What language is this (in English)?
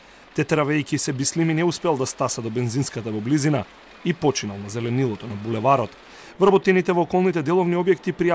Macedonian